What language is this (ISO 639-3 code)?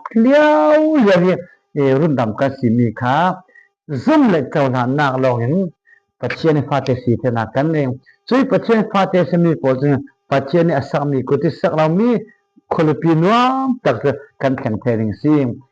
cfm